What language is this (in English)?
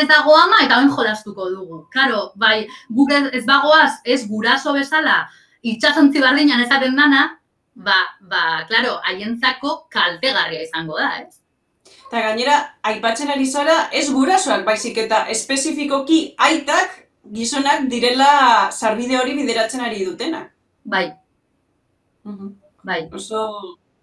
Basque